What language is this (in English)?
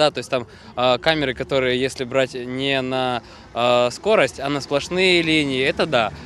Crimean Tatar